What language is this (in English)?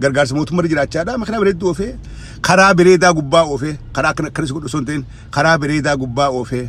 Oromo